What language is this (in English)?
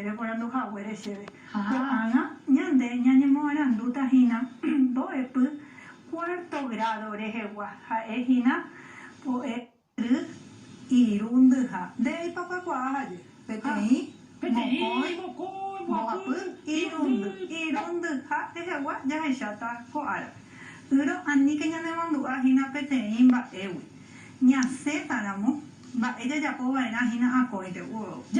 Guarani